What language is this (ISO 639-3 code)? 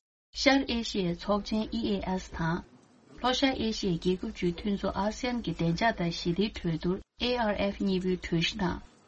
bod